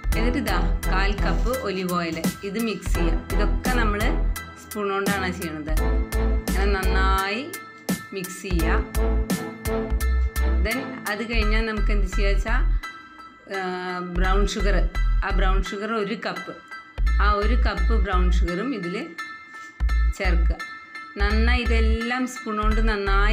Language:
Malayalam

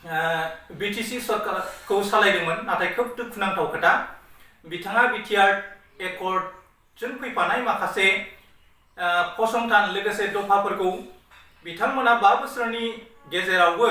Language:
Bodo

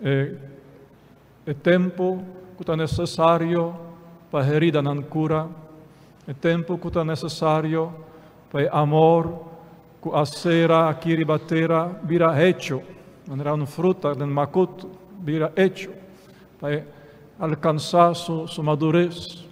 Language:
Papiamento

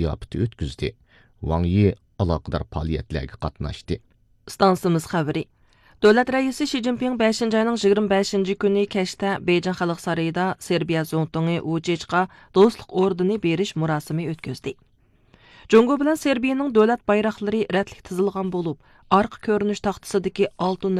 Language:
Uyghur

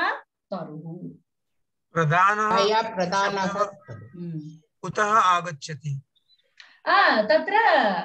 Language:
Sanskrit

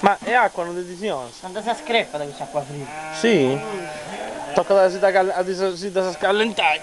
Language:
Sardinian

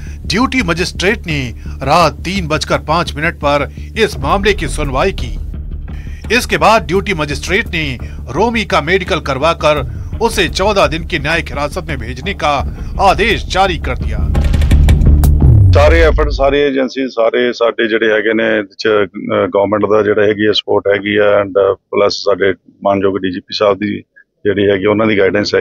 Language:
Hindi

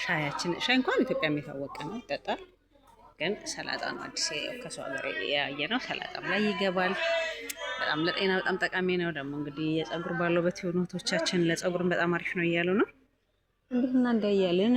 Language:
Amharic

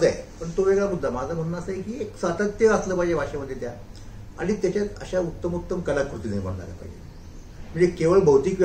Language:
Marathi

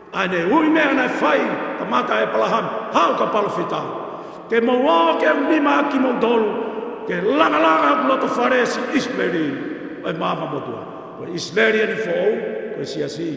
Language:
Tongan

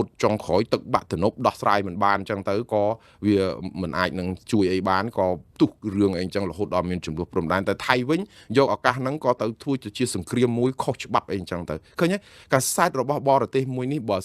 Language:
Khmer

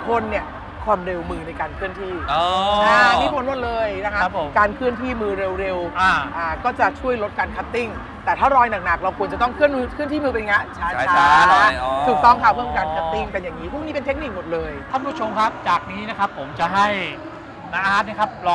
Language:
Thai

